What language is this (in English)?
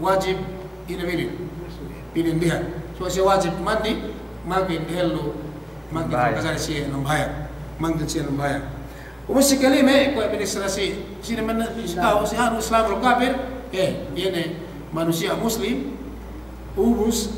Yakan